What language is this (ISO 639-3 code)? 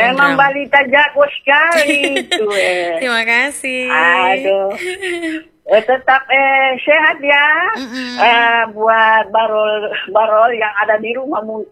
ind